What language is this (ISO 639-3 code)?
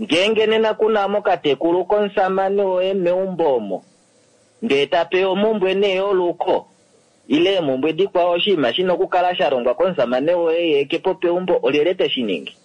kua